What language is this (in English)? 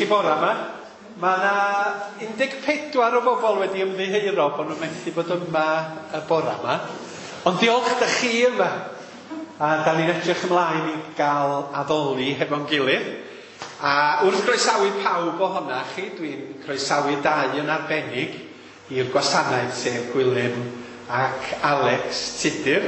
Welsh